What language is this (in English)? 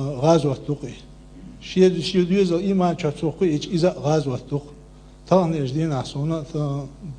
Chechen